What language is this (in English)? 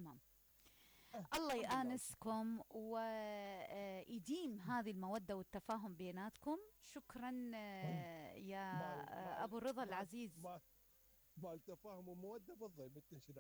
Mesopotamian Arabic